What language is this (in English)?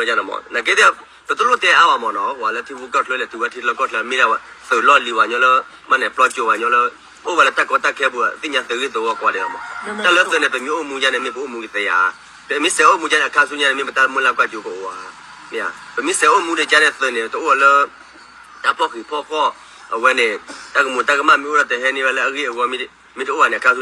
S'gaw Karen